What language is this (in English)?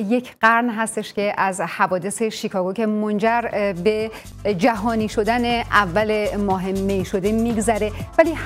Persian